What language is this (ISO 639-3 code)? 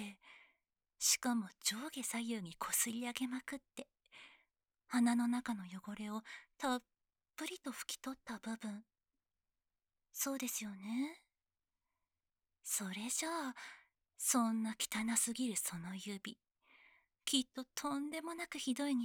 jpn